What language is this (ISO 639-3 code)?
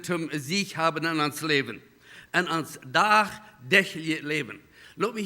pdt